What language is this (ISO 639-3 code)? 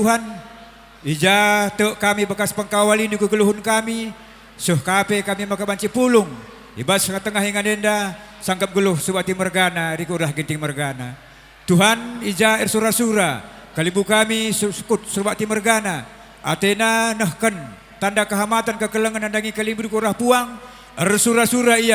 btx